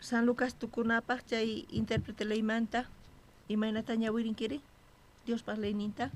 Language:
South Bolivian Quechua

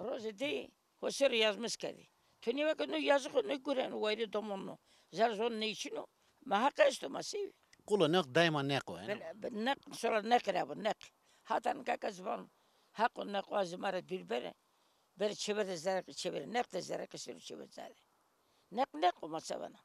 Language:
Zaza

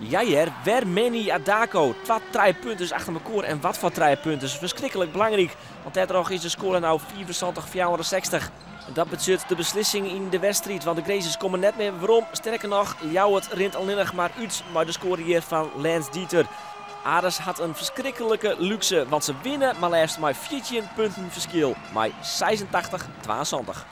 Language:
Western Frisian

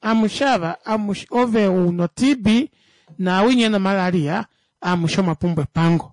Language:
Kuanyama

